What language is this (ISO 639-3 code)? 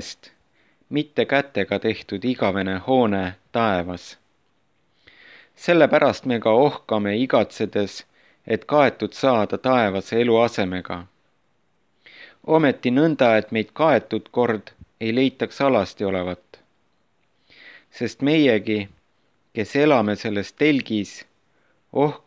est